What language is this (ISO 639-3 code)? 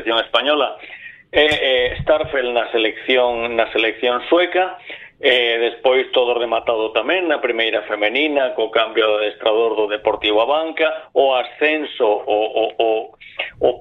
glg